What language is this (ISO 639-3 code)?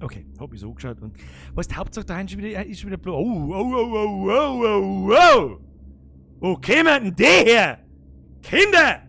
bar